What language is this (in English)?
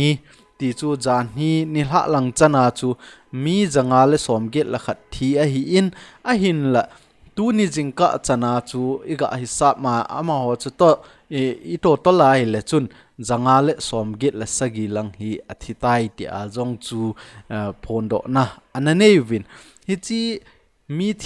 Thado Chin